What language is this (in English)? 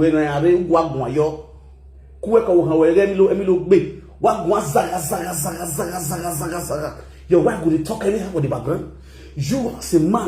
Nigerian Pidgin